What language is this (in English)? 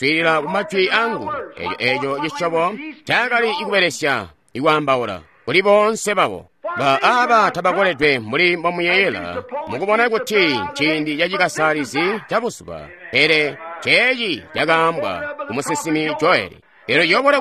Tonga (Zambia)